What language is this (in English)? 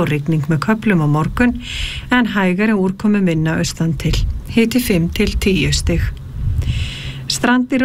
Icelandic